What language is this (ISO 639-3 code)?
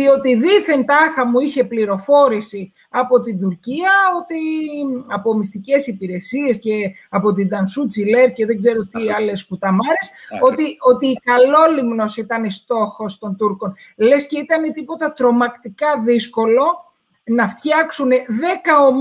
ell